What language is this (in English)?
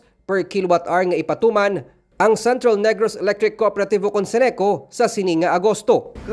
Hiligaynon